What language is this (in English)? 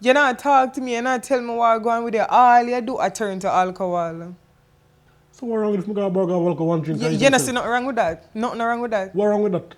Jamaican Creole English